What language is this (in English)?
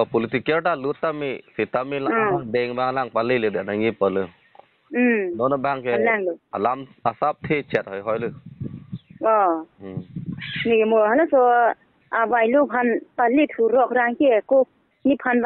Karbi